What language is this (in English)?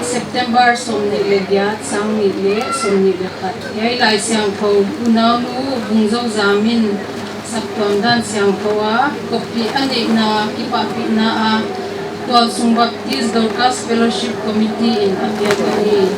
Paite Chin